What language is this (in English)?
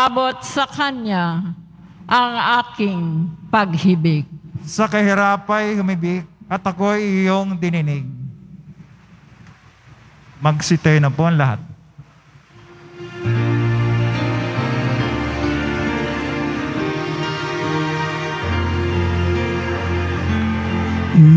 Filipino